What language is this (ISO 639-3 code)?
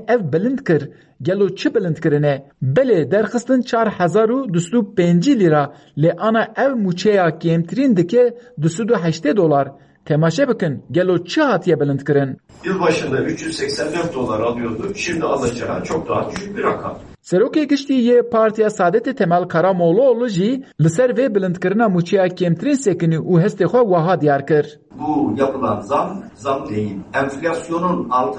kur